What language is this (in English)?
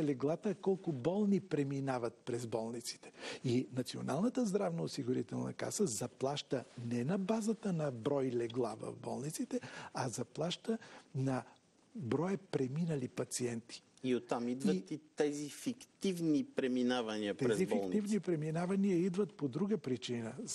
Bulgarian